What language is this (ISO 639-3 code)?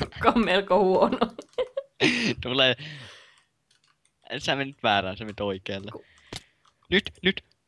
fin